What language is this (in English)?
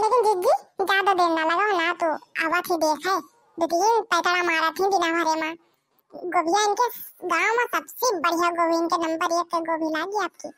Bhojpuri